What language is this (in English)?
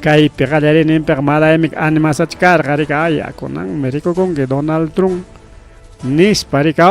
Ayacucho Quechua